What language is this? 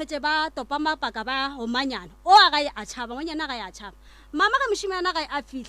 Northern Sotho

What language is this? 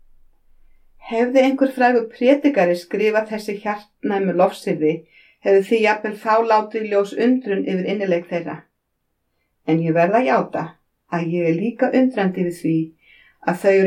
Icelandic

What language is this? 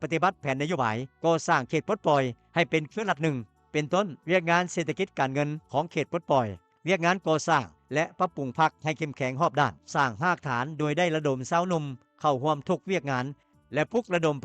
Lao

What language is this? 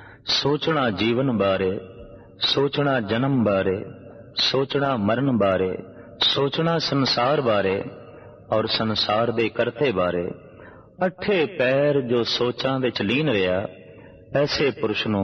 Punjabi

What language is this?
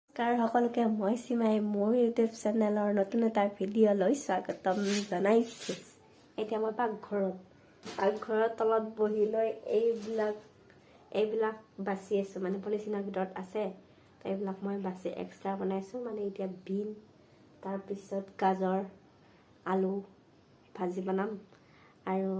Assamese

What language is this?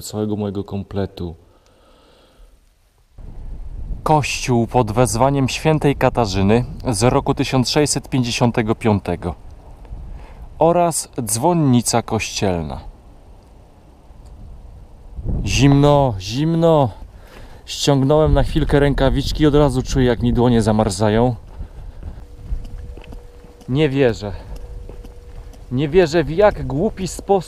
Polish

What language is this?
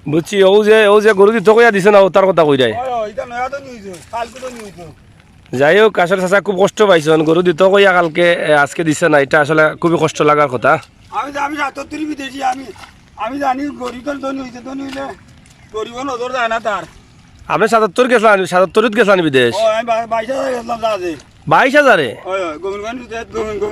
Sylheti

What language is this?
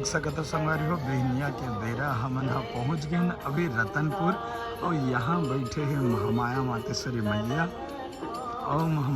Chhattisgarhi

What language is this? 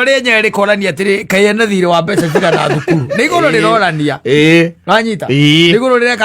Kikuyu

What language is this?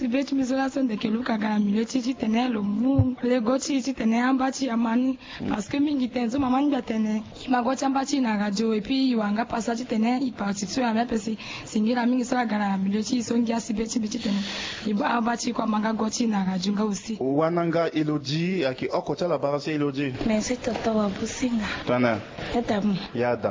Sango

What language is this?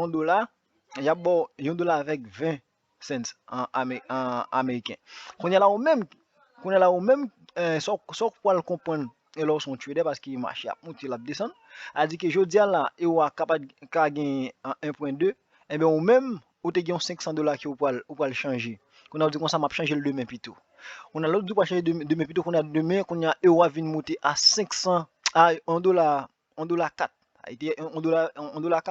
Haitian Creole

